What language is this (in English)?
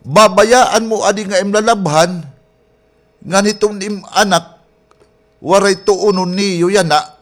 Waray